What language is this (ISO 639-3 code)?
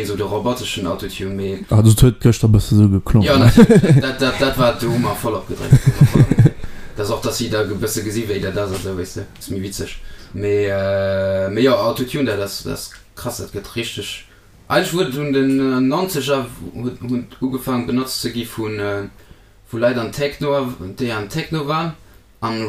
ltz